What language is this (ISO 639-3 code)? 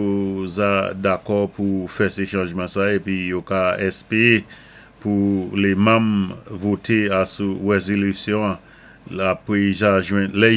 acf